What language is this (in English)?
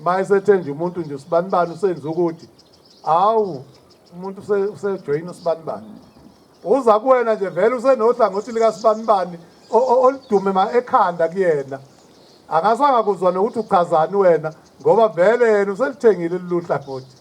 Zulu